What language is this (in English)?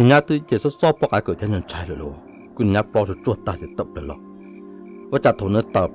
Hmong